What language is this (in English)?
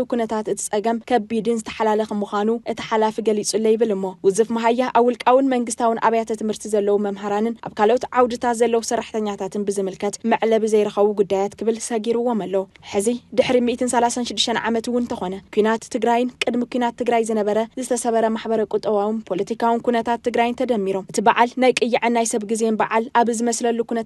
Tigrinya